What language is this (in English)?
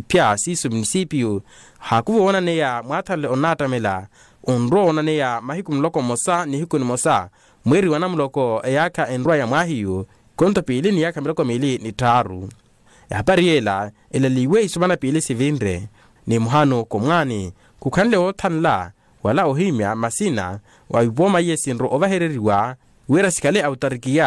Makhuwa